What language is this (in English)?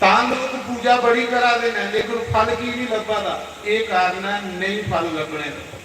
Dogri